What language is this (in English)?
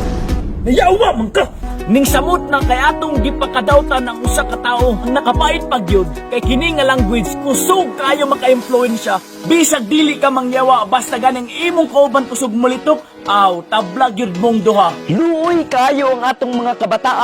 Cebuano